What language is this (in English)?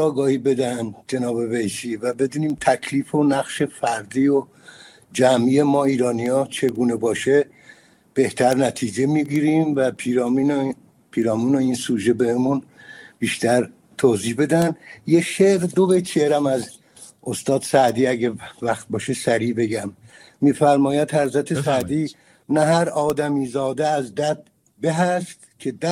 Persian